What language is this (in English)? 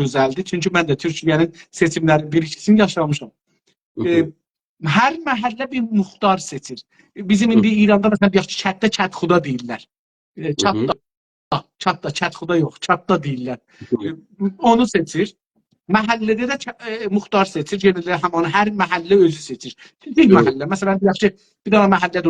South Azerbaijani